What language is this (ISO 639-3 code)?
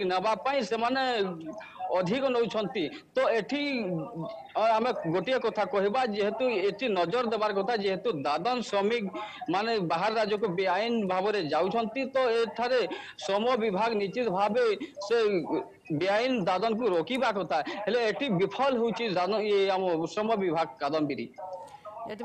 ori